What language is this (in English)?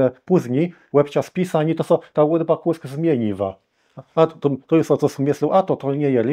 Kashubian